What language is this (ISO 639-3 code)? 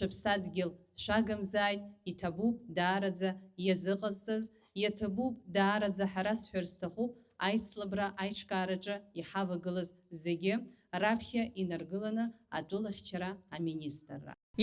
abk